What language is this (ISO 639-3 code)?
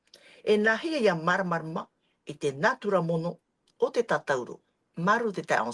tah